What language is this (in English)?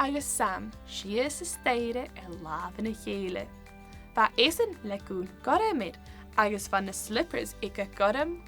Scottish Gaelic